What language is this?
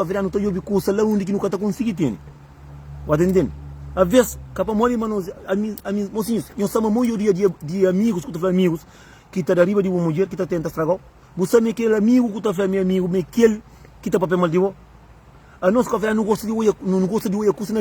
Kabuverdianu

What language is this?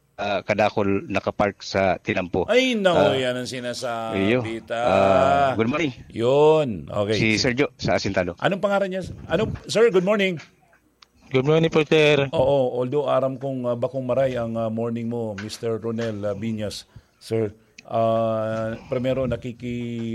Bikol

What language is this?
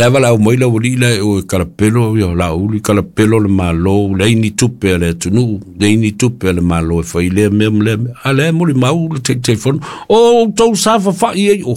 Samoan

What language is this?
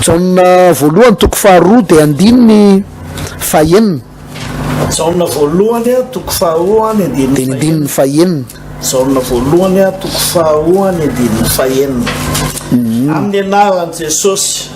Malagasy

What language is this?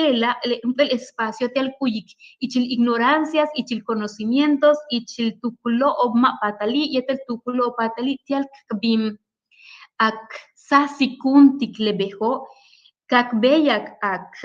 Yucateco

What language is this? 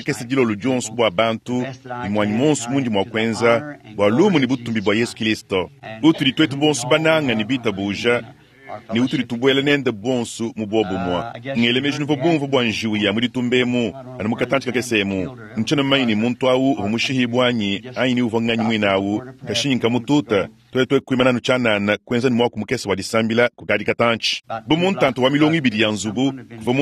Luba-Lulua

